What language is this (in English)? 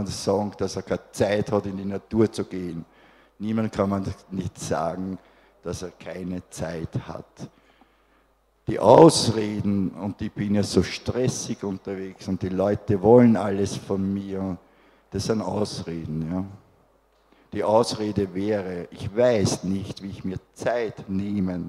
German